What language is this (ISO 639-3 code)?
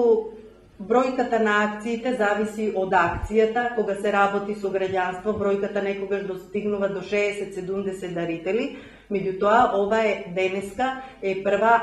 mkd